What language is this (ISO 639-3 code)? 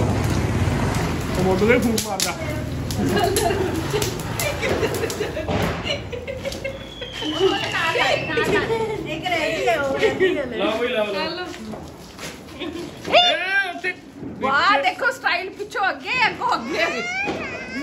pan